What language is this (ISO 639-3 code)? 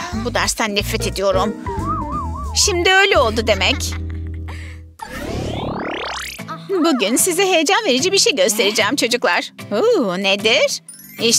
tur